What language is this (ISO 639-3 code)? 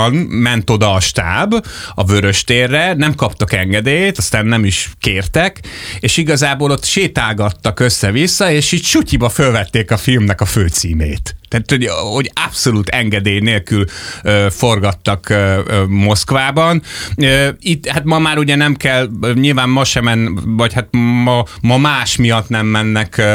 hun